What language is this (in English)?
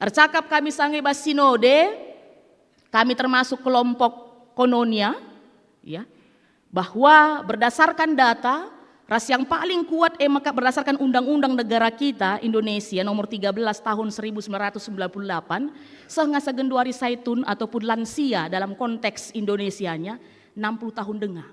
Batak Karo